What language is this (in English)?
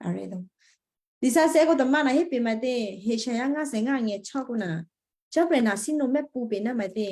Western Kayah